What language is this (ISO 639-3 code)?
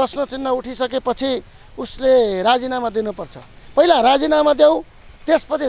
nep